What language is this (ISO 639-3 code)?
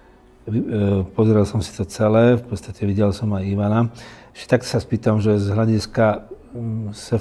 slk